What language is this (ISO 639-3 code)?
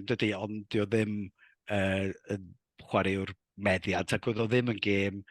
cym